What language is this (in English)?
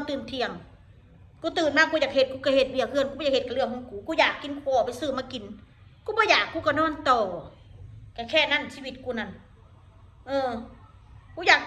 Northeastern Thai